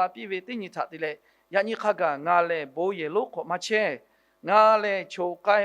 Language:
Lahu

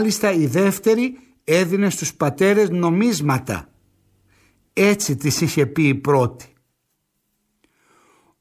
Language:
Greek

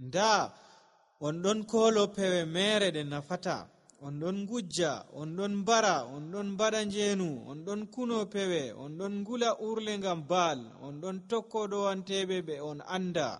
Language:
Nigerian Fulfulde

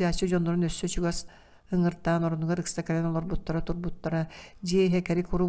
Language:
Yakut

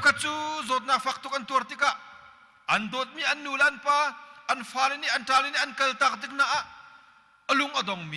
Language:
Hakha Chin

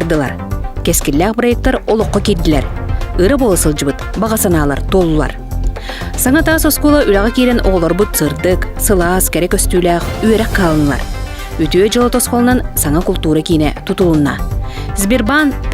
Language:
Yakut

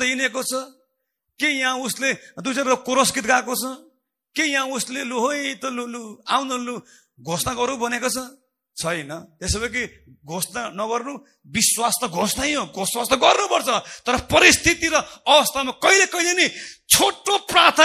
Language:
Nepali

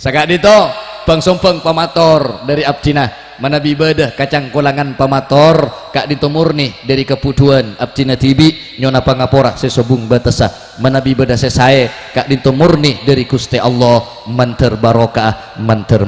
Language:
Madurese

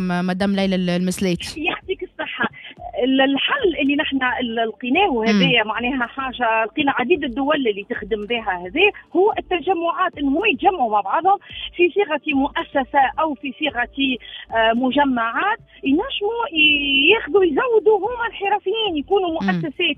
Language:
Tunisian Arabic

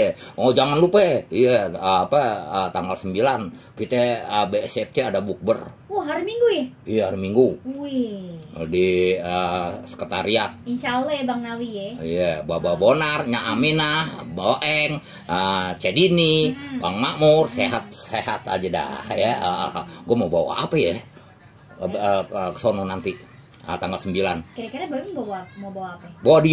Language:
Betawi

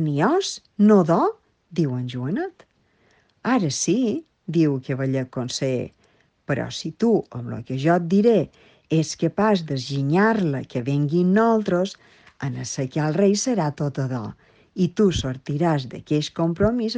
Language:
Catalan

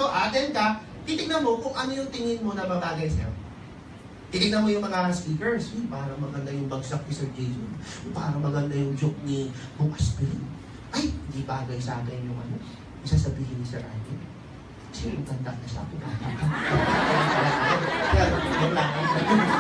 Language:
Filipino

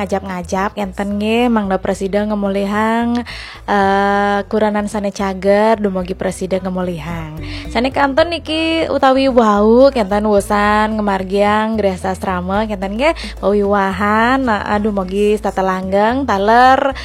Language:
Balinese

